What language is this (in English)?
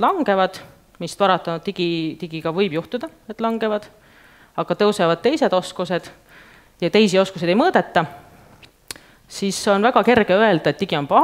Estonian